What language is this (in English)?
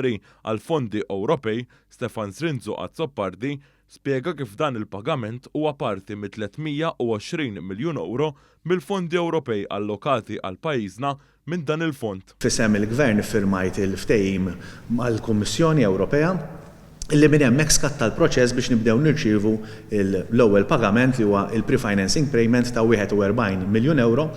Maltese